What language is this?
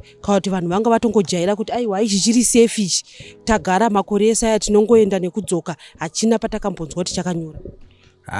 Shona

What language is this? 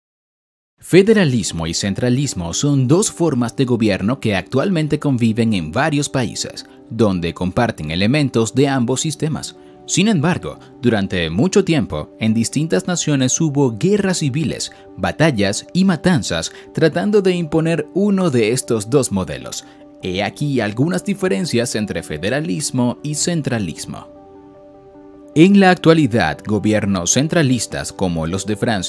Spanish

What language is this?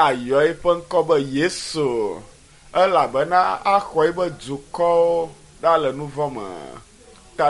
Ewe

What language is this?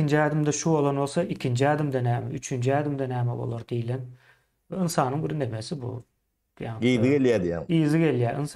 Turkmen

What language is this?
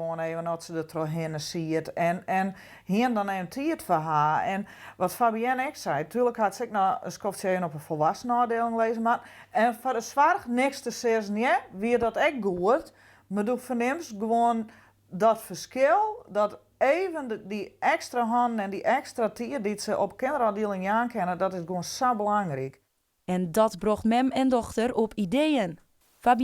Western Frisian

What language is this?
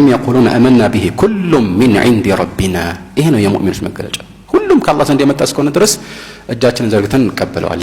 Amharic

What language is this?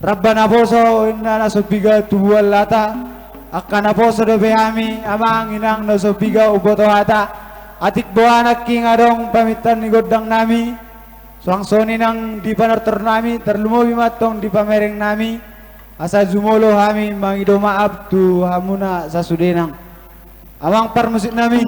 Batak Toba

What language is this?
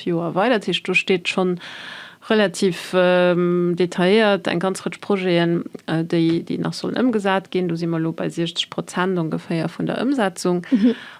Luxembourgish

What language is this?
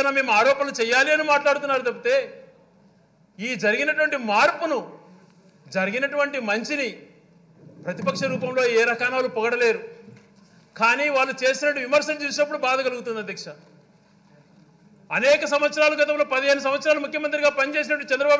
Telugu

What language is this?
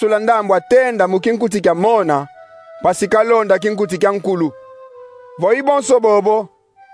Kongo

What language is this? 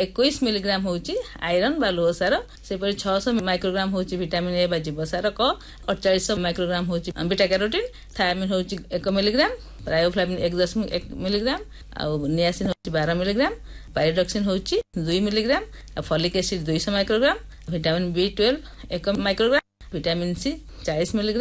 Odia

